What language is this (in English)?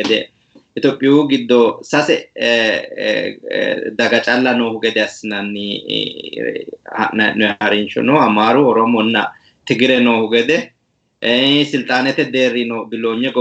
Sidamo